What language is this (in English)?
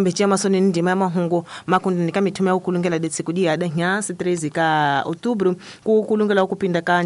Tsonga